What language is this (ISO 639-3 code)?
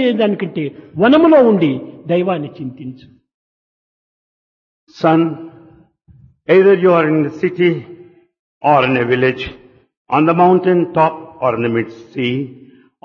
tel